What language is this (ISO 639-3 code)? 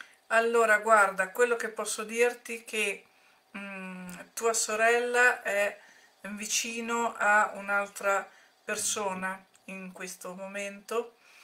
ita